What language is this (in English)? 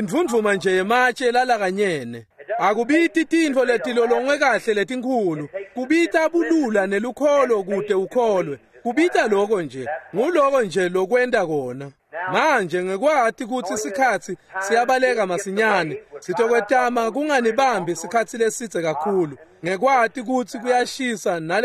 Swati